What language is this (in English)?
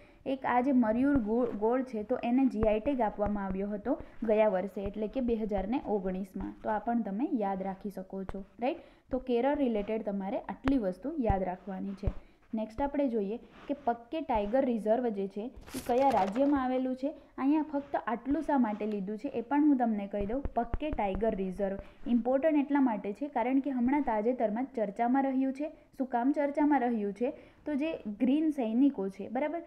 Gujarati